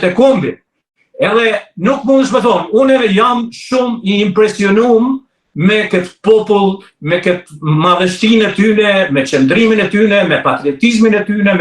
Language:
Albanian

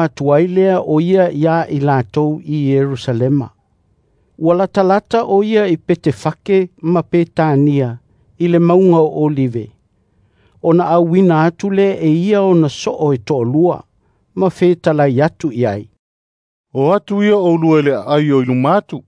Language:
Samoan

